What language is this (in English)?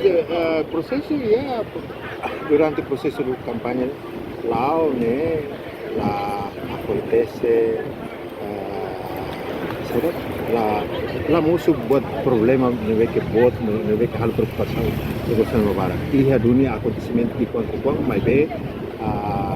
Tetum